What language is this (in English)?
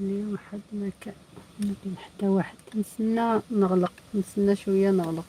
Algerian Arabic